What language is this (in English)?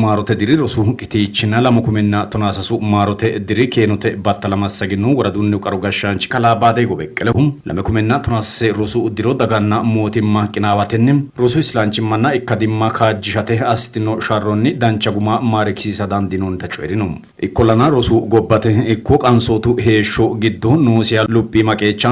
Sidamo